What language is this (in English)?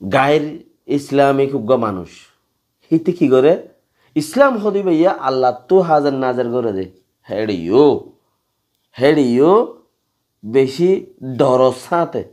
Rohingya